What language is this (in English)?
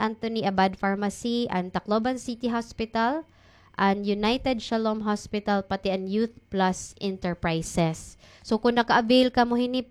Waray